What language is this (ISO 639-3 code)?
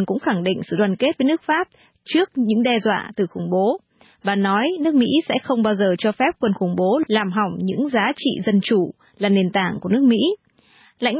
vie